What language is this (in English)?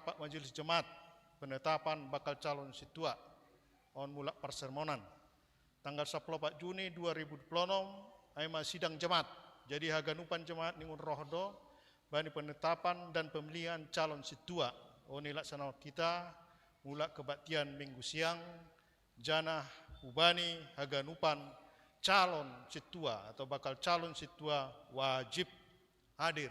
Batak Simalungun